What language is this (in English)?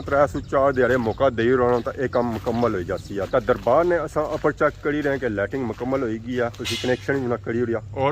Pahari-Potwari